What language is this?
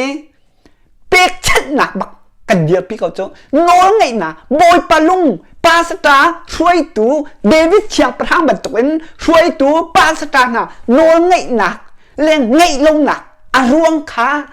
Hakha Chin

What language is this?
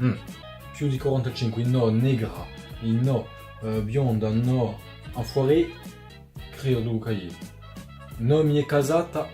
Corsican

